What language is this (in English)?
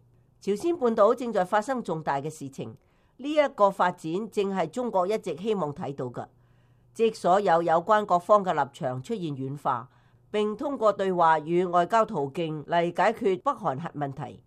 Cantonese